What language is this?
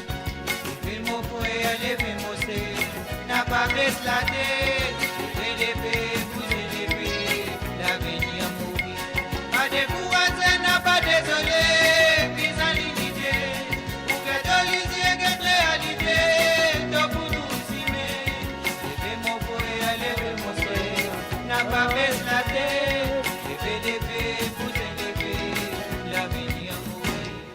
Morisyen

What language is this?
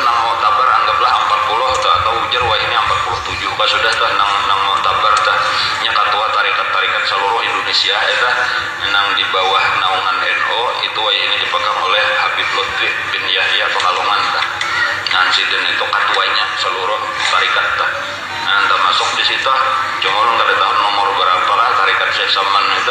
Banjar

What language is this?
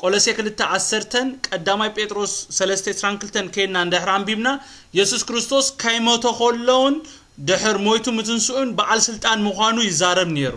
Tigrinya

